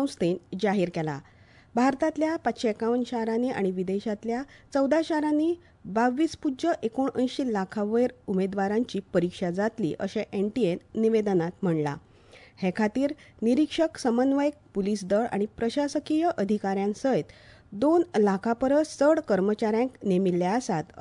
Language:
Konkani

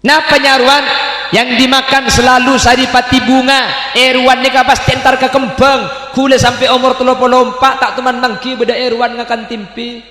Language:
Madurese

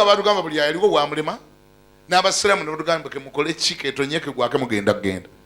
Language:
Ganda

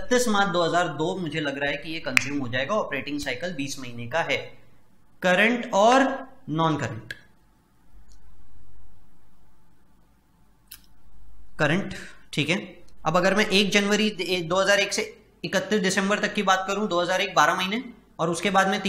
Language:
Hindi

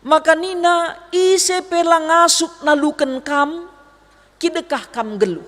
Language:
Batak Karo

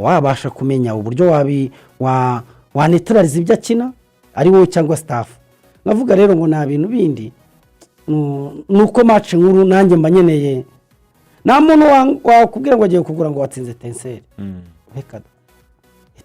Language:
Kinyarwanda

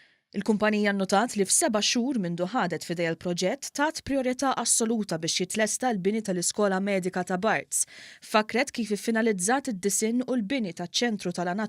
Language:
Maltese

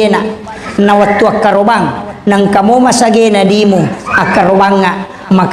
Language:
Buginese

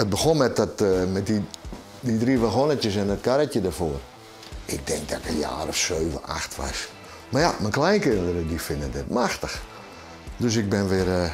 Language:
Western Frisian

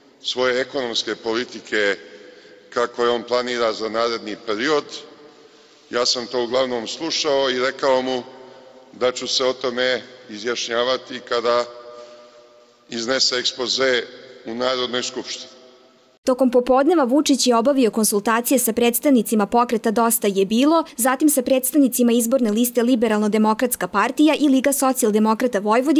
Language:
Serbian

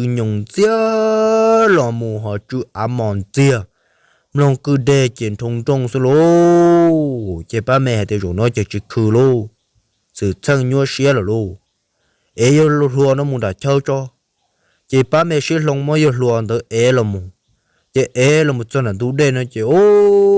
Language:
Hmong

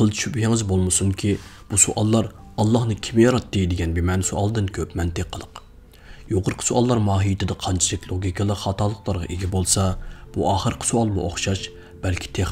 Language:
Uyghur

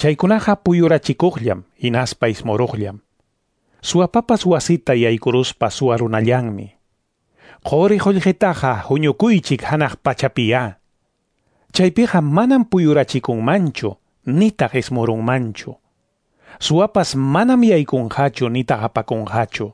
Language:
Quechua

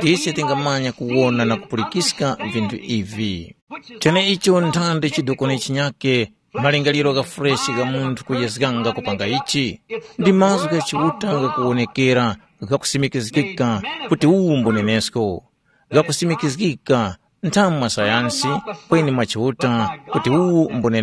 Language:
Tumbuka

